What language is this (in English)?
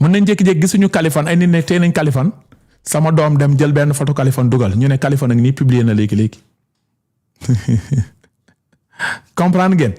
Wolof